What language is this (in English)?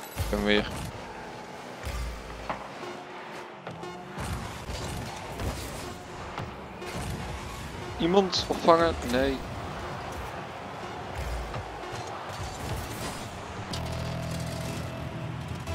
Dutch